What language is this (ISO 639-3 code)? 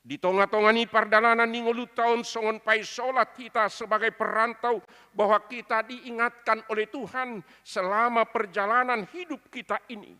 bbc